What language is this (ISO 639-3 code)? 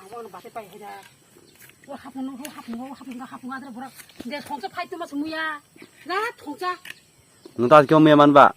trp